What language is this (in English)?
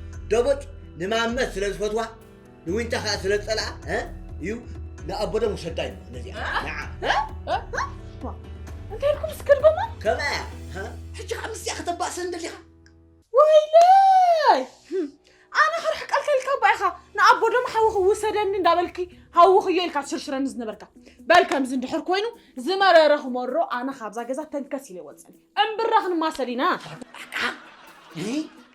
Tigrinya